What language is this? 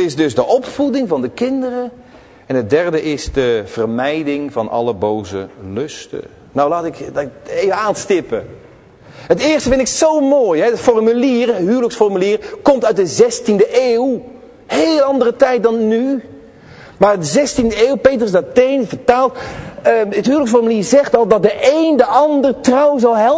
Dutch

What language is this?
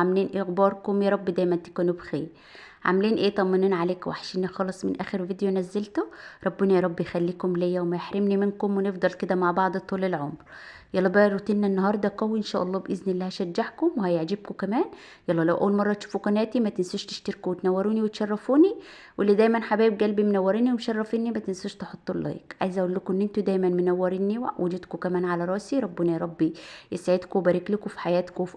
Egyptian Arabic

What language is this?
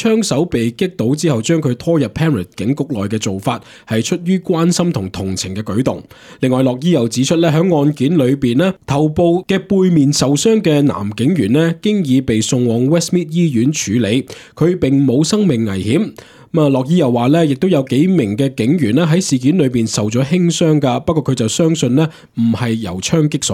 Cantonese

